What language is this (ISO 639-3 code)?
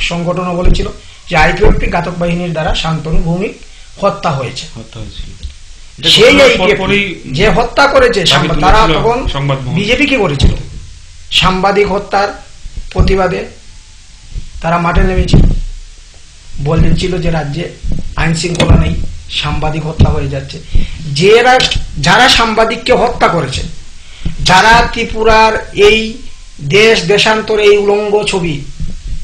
ben